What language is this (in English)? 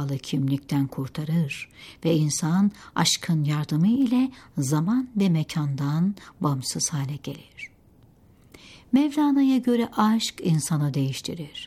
Turkish